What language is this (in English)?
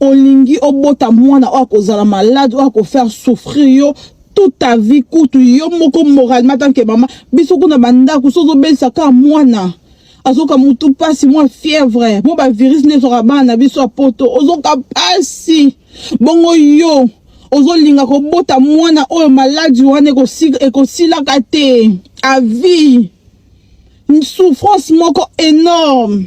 Lingala